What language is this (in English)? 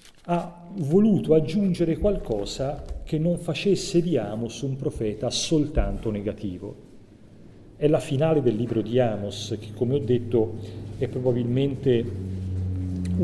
Italian